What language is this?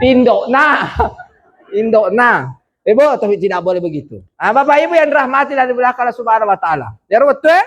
Buginese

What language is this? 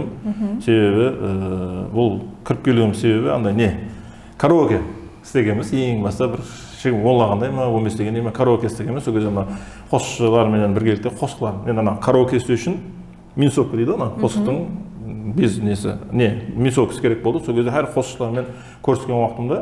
Kara-Kalpak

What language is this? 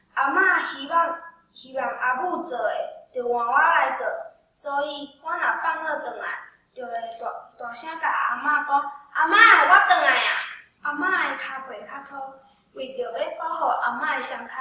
Min Nan Chinese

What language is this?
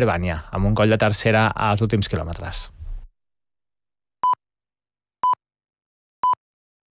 Catalan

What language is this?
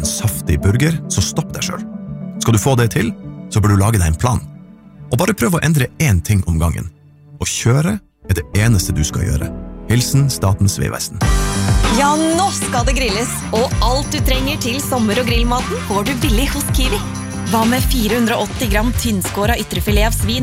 Norwegian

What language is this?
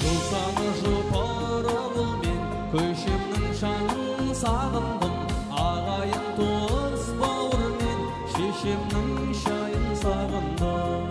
Kara-Kalpak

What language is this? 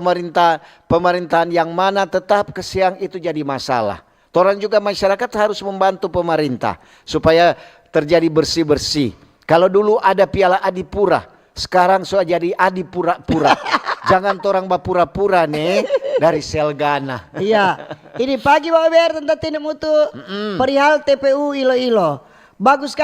Manado Malay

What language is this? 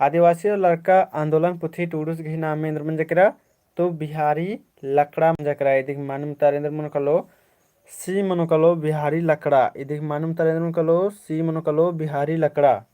Kurukh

